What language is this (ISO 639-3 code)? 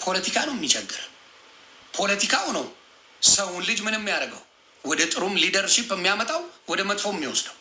amh